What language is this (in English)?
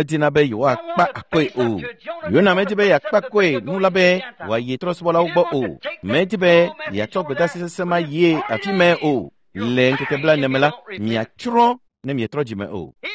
Ewe